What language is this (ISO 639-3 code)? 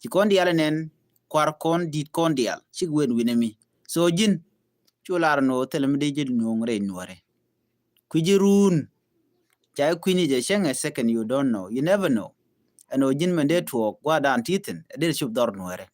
nus